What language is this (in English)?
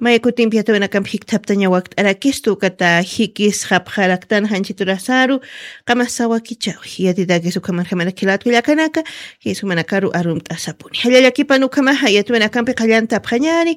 Aymara